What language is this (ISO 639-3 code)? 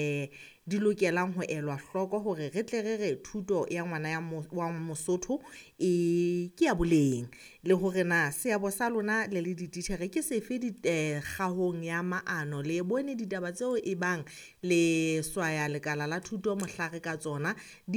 sot